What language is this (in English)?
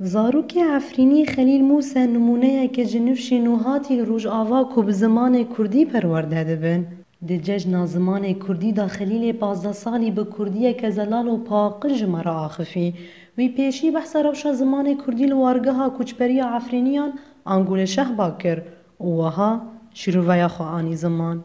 Kurdish